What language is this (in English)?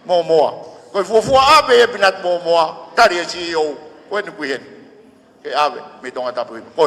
Tongan